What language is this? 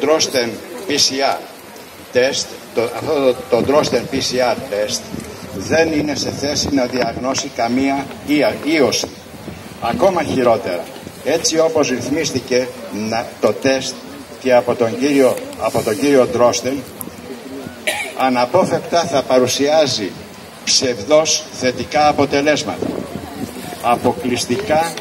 Greek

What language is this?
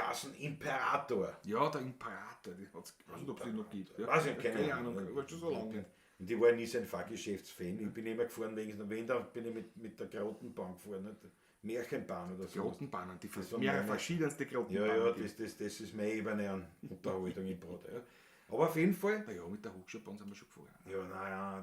Bavarian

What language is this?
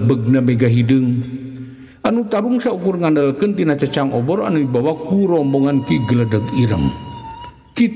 Sundanese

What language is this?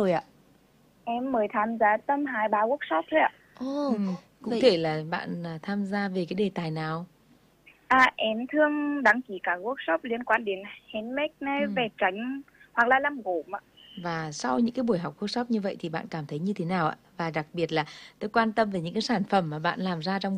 Vietnamese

